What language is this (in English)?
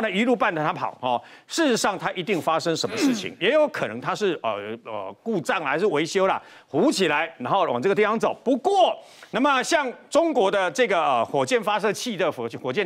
Chinese